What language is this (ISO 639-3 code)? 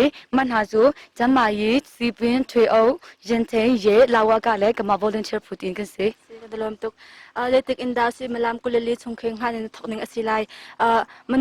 cnh